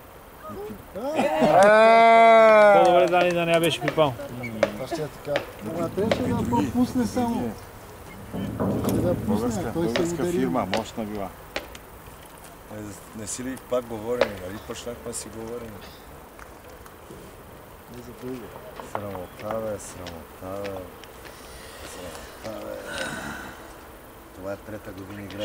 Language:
Bulgarian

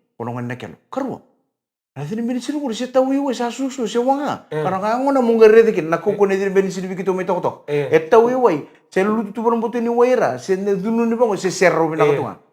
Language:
Fijian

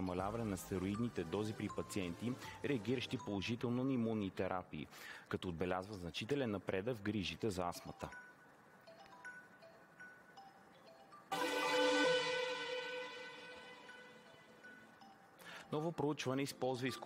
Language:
Bulgarian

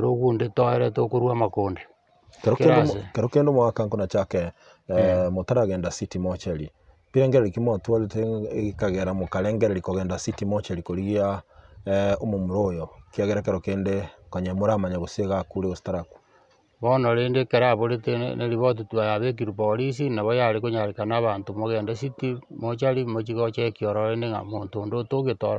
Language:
Gusii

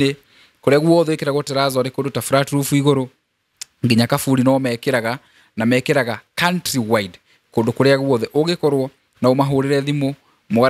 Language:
Kikuyu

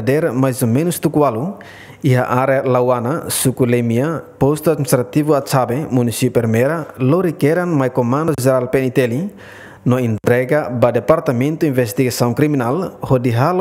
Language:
Tetum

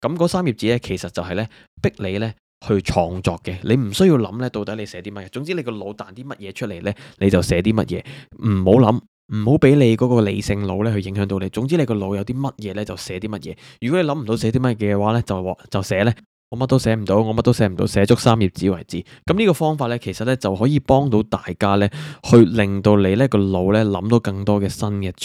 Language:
Cantonese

